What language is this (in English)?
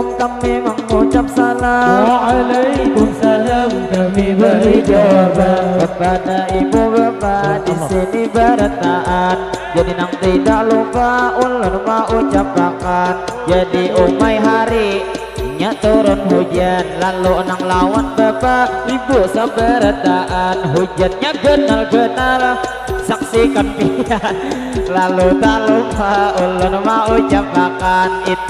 Banjar